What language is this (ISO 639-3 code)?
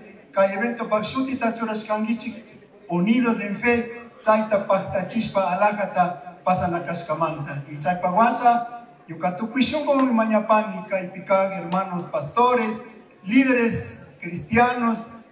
qug